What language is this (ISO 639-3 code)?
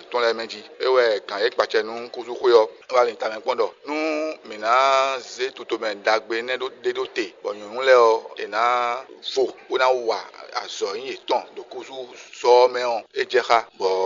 fon